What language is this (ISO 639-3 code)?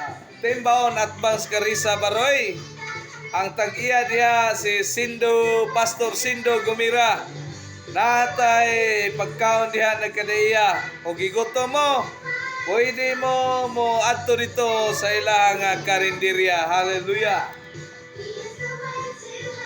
ceb